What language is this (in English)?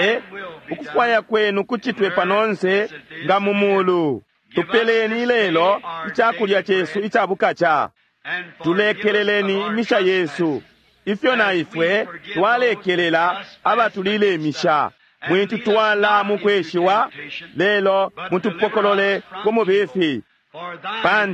Bemba